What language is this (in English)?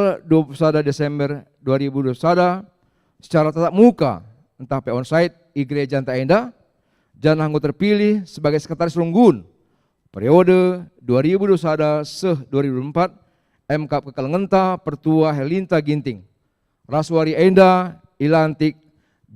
Batak Karo